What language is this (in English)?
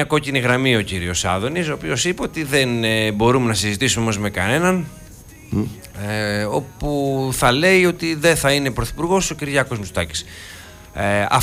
Greek